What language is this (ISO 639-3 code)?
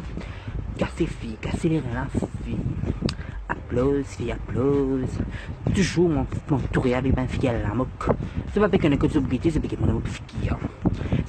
mfe